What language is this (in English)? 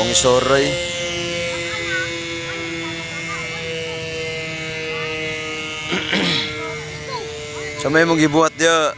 Cebuano